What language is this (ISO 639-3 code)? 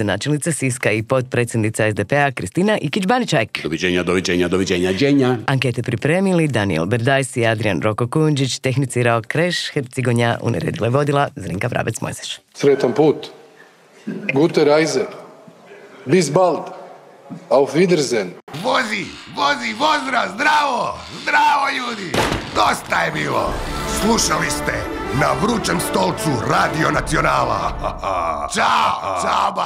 hrv